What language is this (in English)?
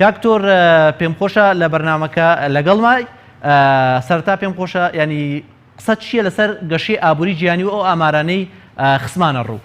Central Kurdish